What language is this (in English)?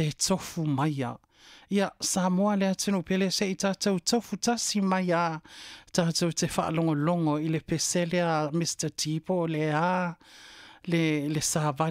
Samoan